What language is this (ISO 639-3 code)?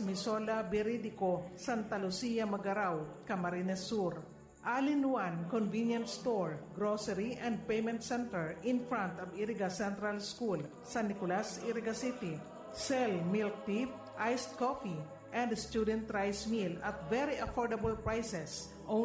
bik